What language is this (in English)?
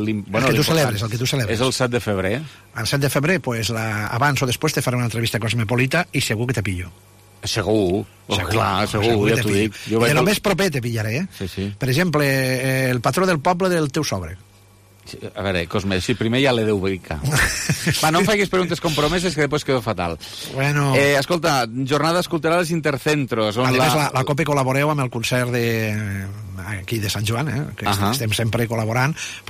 Catalan